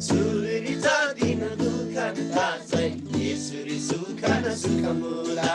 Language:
Eastern Tamang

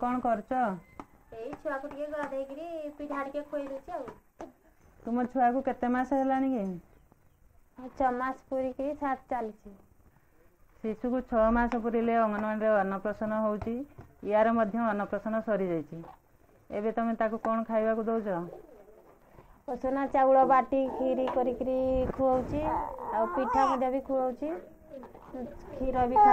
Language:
Odia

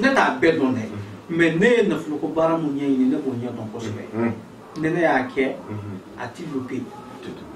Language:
Bambara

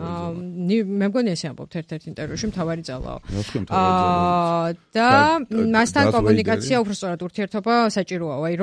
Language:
Georgian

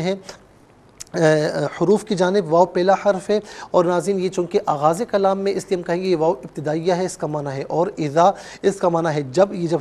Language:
Urdu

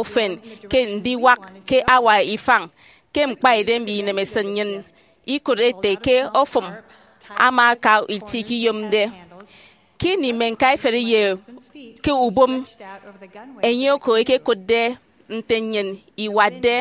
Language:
Efik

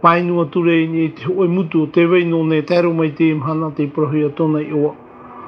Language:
Tahitian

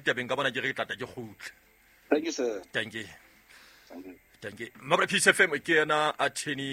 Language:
Southern Sotho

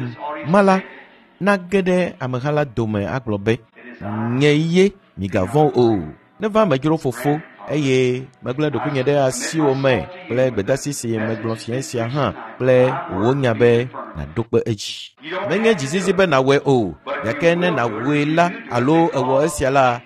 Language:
Ewe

